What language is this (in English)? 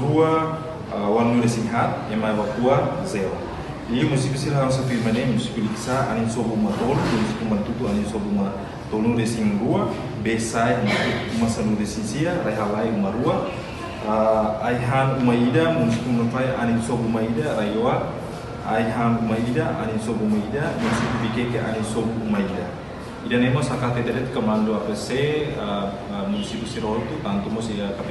Tetum